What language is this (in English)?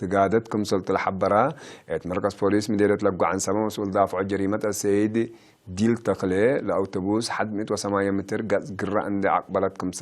Tigre